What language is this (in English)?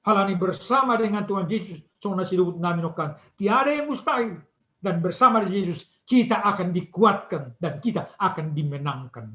Batak Simalungun